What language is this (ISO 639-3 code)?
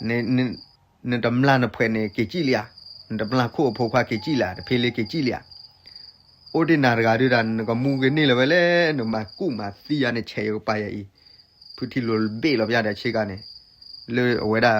ksw